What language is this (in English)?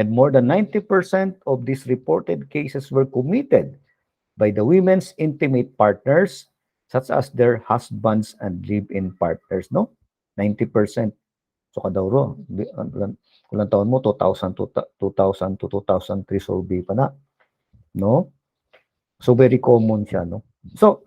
Hiligaynon